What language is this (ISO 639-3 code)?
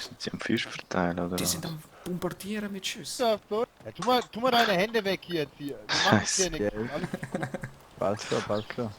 gsw